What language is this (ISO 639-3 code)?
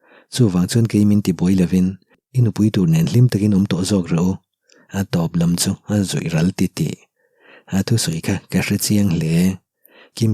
lus